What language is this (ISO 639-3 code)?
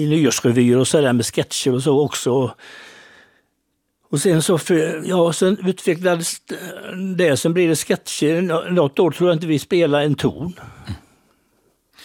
swe